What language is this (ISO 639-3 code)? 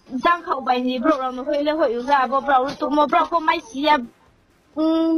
ria